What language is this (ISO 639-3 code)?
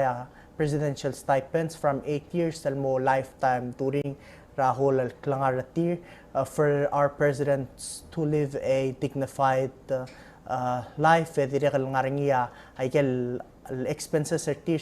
pau